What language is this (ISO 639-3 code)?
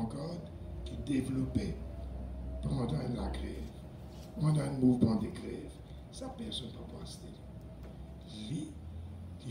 mfe